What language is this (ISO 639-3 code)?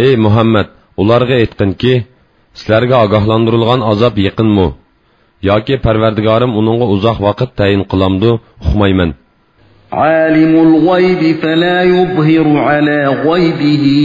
uig